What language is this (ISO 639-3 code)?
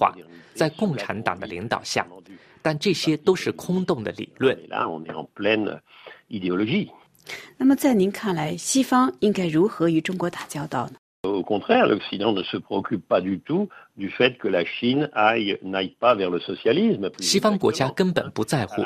zho